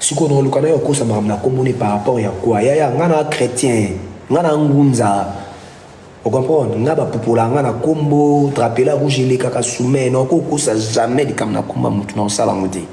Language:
Lingala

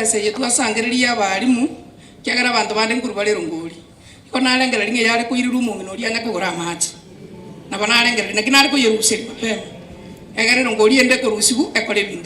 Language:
Gusii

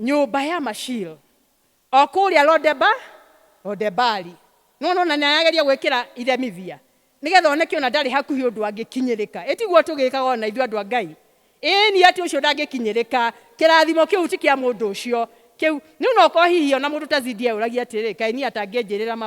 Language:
Kikuyu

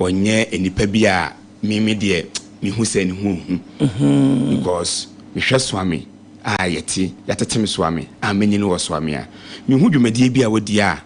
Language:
Akan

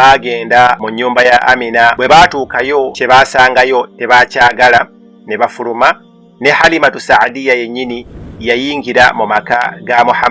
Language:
Ganda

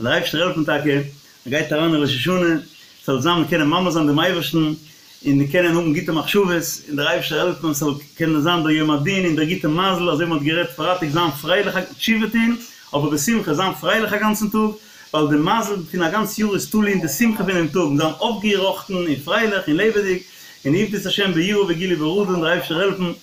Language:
Yiddish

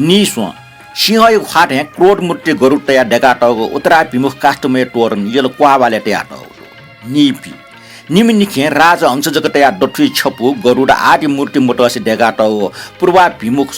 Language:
Newari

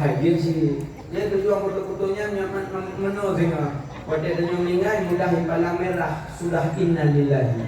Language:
Achinese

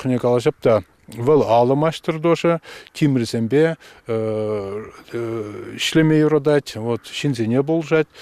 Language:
Chuvash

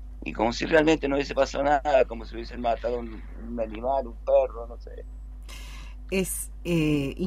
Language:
Spanish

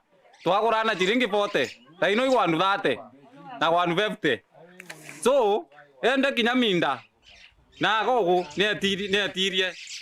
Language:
Meru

